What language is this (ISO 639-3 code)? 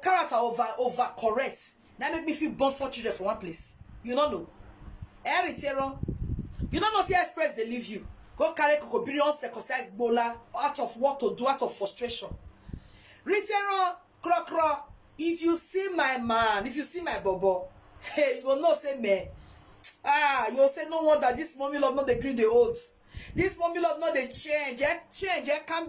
pcm